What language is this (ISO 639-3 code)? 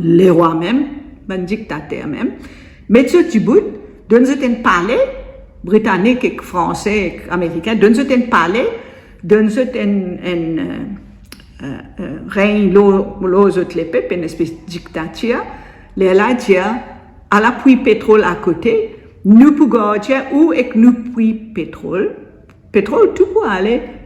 mfe